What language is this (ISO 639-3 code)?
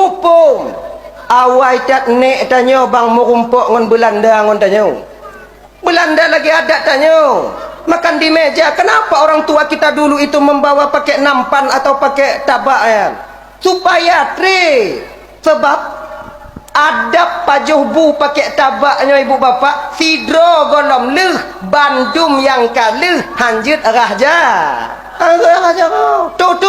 ace